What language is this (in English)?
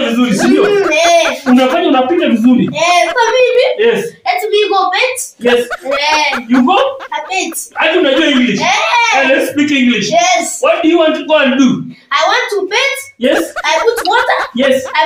Swahili